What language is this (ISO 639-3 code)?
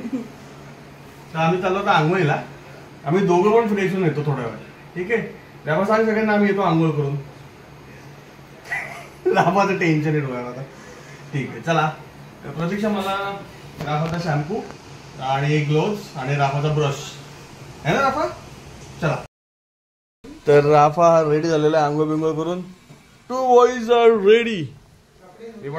mar